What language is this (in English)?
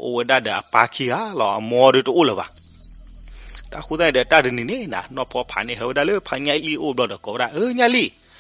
S'gaw Karen